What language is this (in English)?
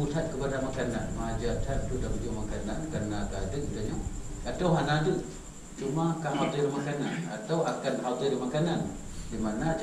Achinese